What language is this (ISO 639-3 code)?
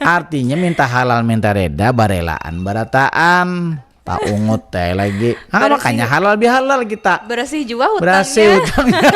bjn